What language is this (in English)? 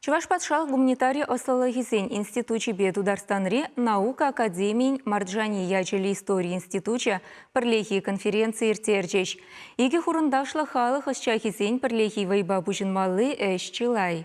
Chuvash